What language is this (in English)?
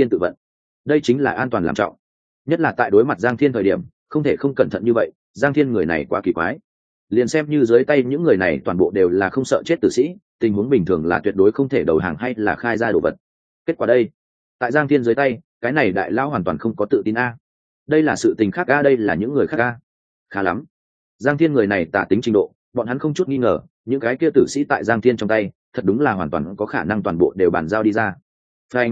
Vietnamese